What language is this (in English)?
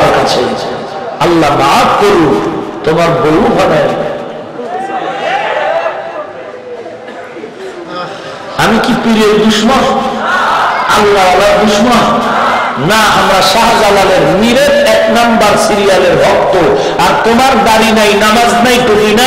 Bangla